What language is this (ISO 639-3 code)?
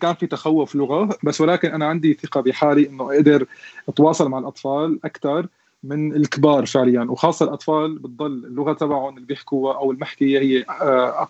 apc